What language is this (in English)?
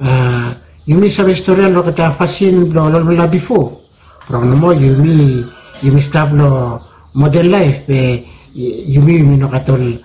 Bislama